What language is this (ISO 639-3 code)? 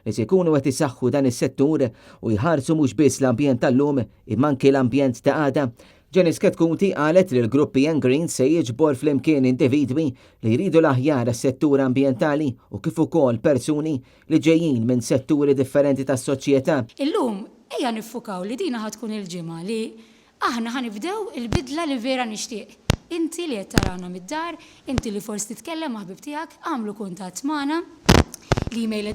mlt